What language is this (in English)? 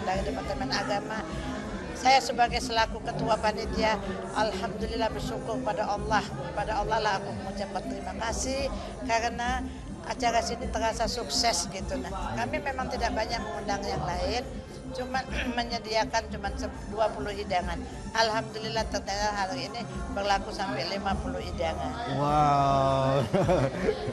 Musi